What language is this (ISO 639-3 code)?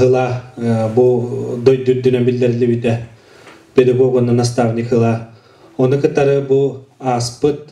sah